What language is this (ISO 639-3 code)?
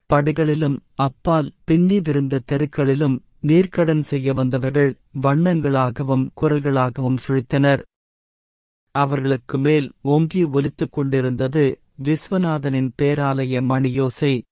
tam